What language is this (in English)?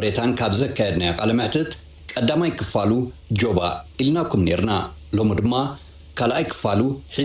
Tigrinya